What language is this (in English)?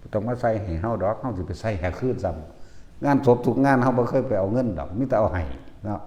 Lao